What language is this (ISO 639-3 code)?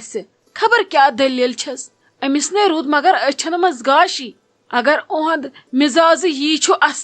kas